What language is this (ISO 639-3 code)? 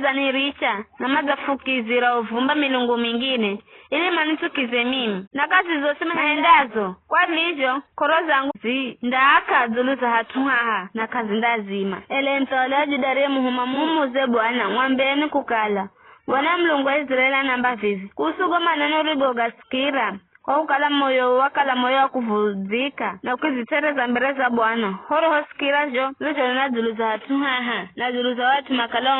nyf